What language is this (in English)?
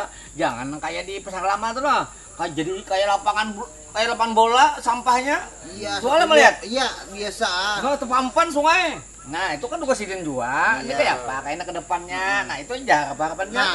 Banjar